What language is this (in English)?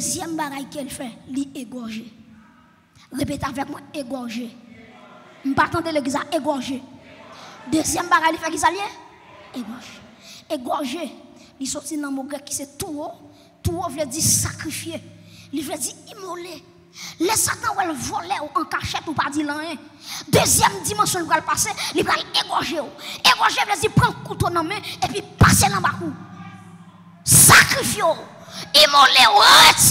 French